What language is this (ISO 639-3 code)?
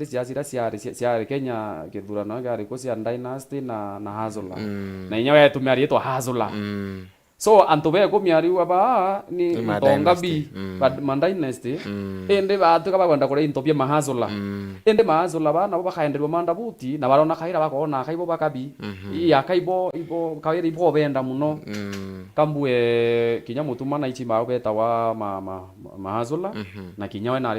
mer